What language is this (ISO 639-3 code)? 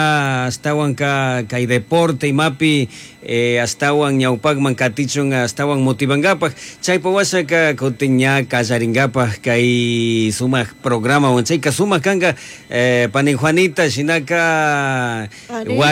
qug